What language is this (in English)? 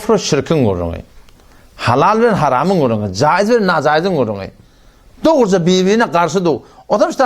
Turkmen